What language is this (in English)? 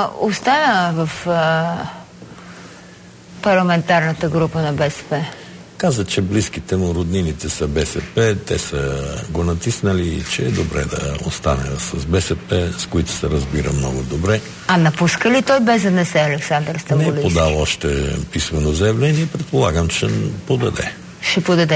Bulgarian